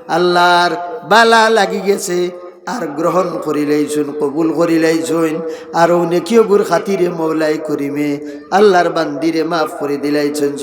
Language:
Sylheti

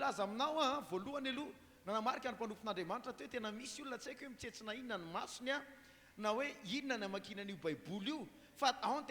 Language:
Malagasy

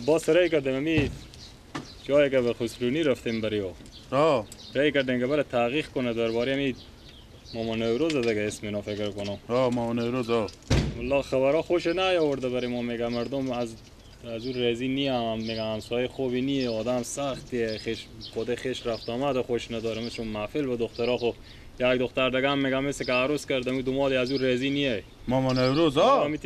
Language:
Persian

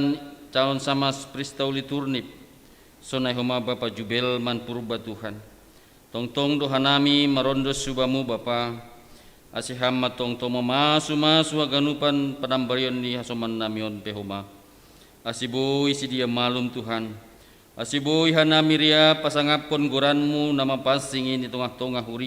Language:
Batak Simalungun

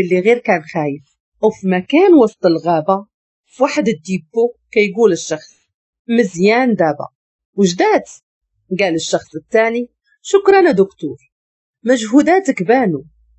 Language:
Moroccan Arabic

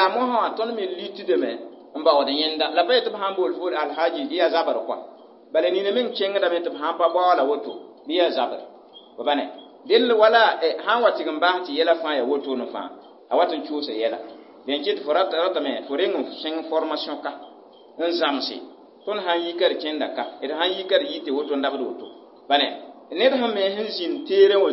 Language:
Mossi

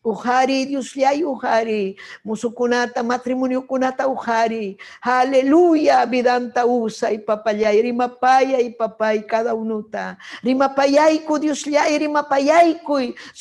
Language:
Ayacucho Quechua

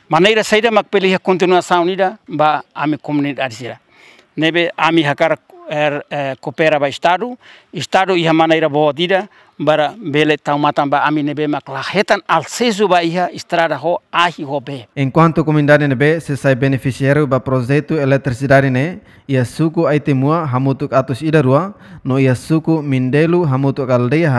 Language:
Tetum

